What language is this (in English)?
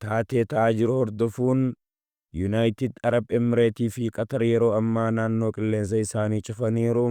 Oromo